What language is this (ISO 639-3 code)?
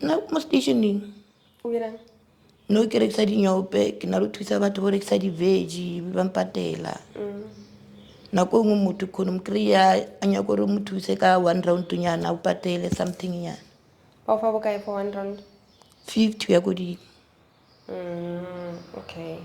sot